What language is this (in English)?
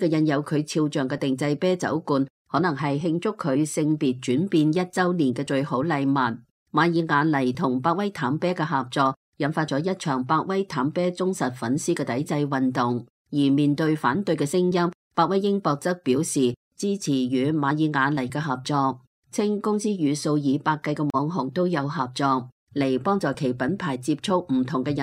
Cantonese